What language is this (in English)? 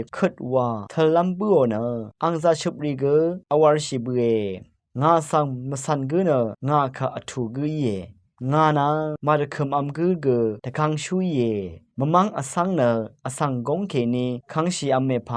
Rawang